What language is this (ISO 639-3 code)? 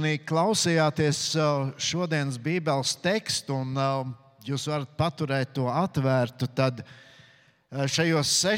lav